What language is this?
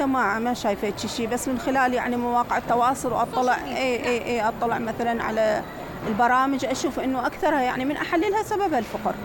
Mesopotamian Arabic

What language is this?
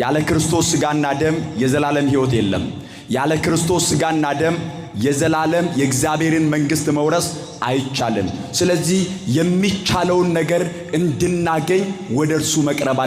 Amharic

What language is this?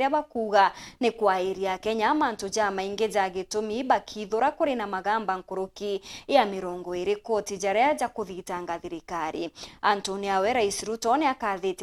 Meru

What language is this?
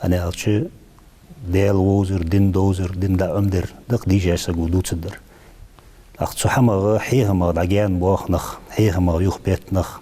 Ingush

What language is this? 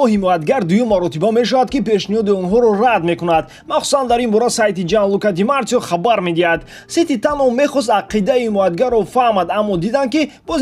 Tajik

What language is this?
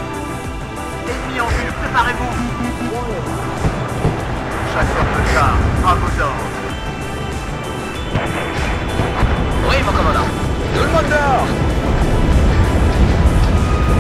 French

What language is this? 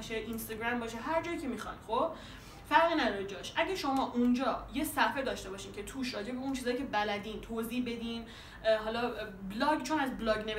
Persian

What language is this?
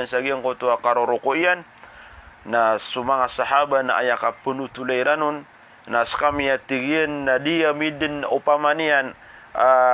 Maranao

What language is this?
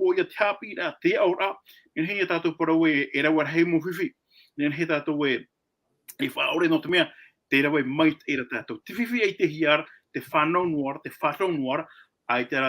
Tahitian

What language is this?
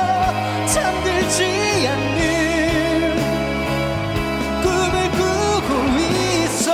Korean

